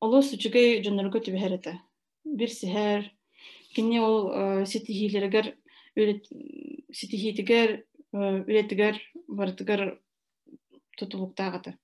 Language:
Yakut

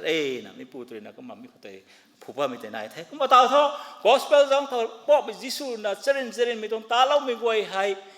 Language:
Rongmei Naga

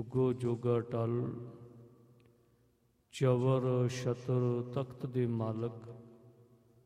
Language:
Punjabi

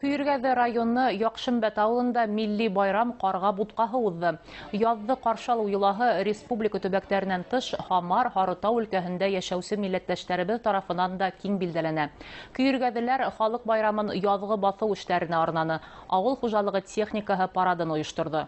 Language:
Bashkir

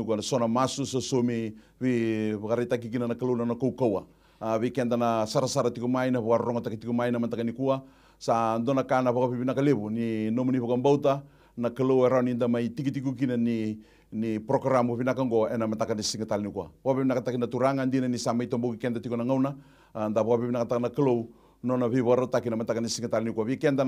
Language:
Fijian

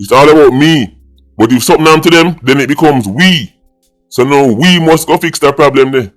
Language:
Jamaican Creole English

